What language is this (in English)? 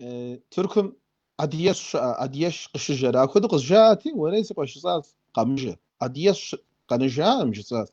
Kabardian